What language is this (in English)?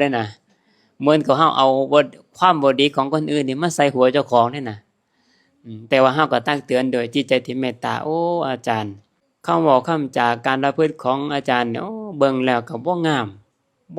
Lao